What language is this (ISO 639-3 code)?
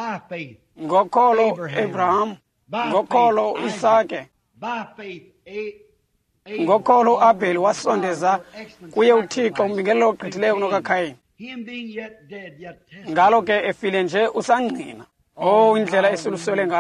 xho